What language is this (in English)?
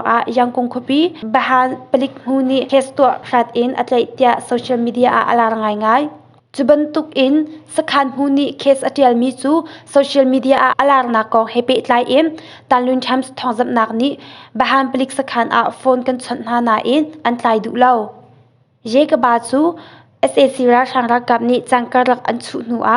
Hakha Chin